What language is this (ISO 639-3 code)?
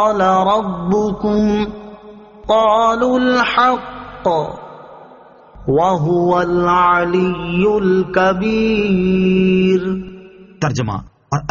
urd